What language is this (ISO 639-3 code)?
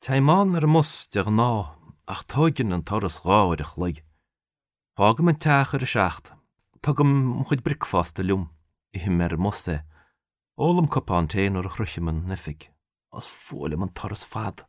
gle